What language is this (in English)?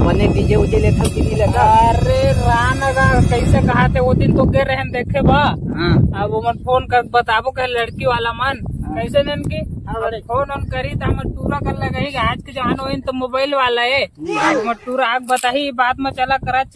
Chhattisgarhi